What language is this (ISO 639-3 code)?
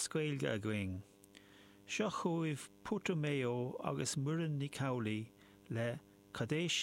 gle